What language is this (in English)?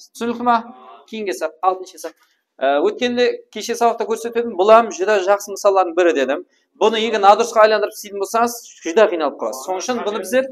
Kara-Kalpak